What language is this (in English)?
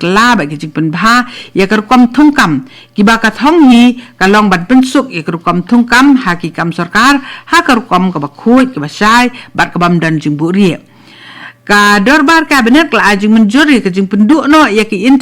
Khasi